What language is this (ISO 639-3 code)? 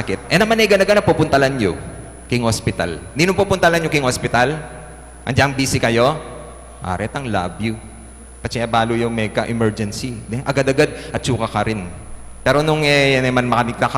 pam